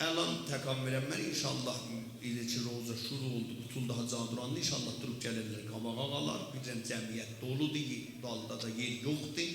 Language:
South Azerbaijani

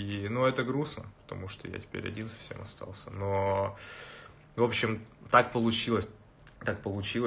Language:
Russian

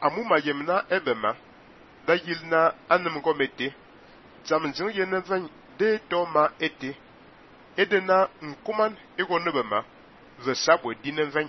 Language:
Fang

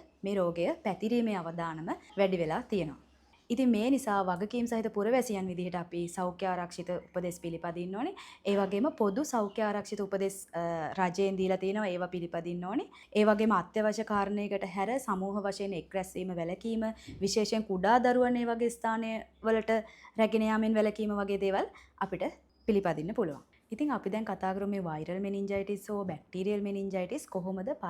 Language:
Sinhala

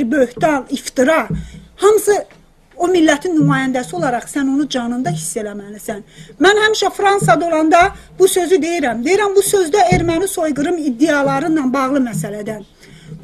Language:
South Azerbaijani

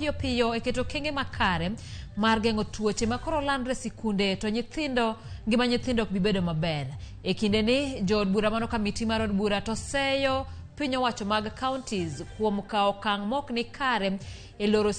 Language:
Luo (Kenya and Tanzania)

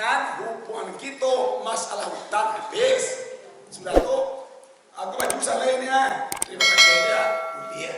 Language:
Minangkabau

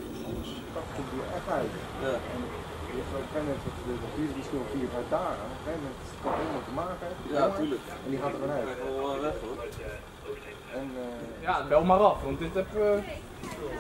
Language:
Dutch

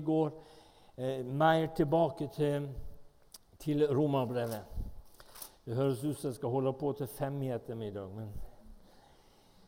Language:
Norwegian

